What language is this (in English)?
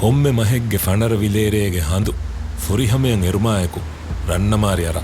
Divehi